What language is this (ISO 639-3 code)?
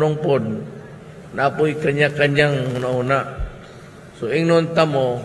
ceb